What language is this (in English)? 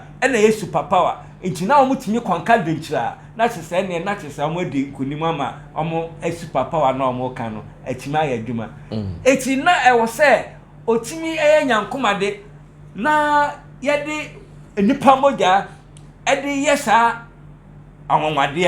Akan